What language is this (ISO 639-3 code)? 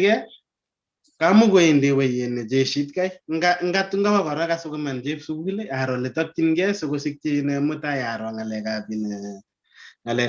kln